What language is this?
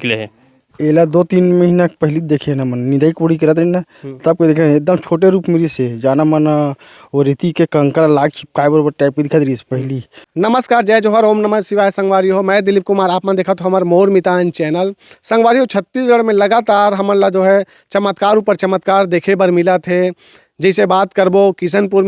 Chhattisgarhi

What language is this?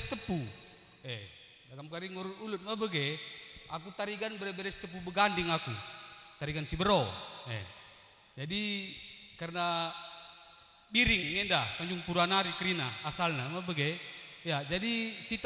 Batak Karo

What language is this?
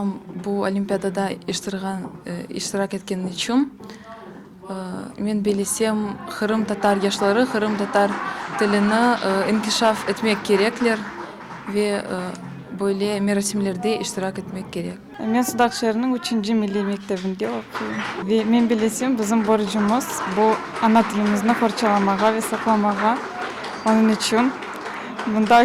Crimean Tatar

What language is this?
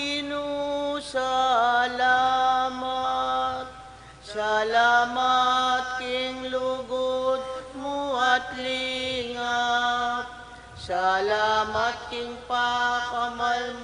Pampanga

